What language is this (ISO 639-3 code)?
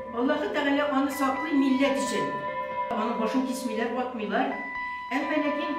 tat